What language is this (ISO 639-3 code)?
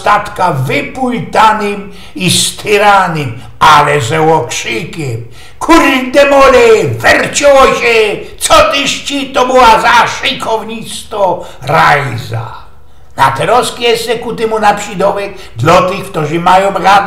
szl